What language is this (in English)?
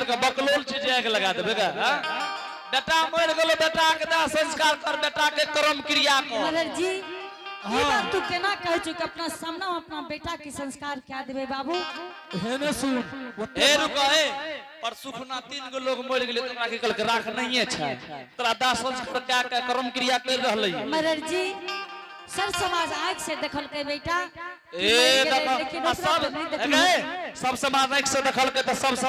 Angika